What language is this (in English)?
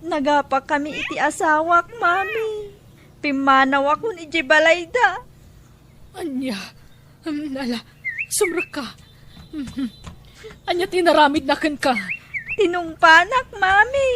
Iloko